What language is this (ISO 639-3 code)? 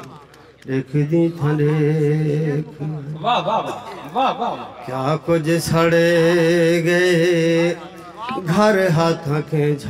skr